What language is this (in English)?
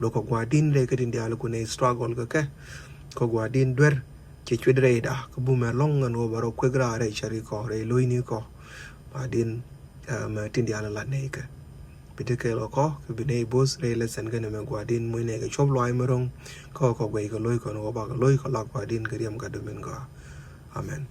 Nuer